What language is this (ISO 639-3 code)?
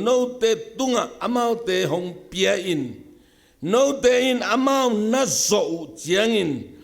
ctd